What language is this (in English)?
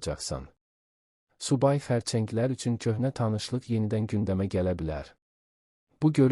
Azerbaijani